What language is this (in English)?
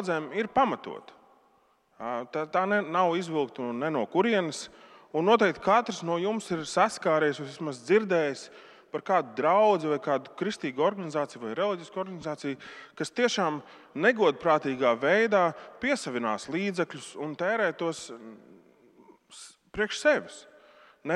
Latvian